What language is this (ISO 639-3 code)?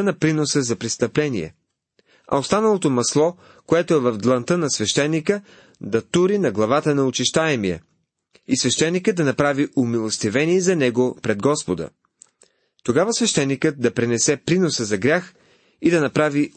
bul